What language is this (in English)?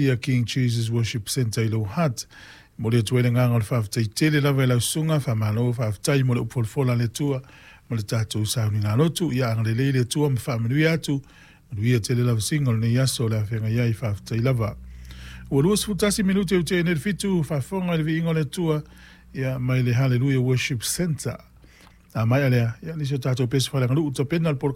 Samoan